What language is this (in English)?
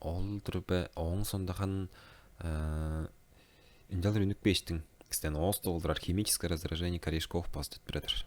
Tuvinian